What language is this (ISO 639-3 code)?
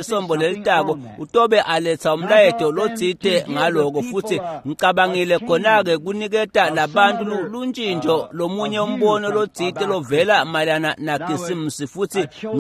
ssw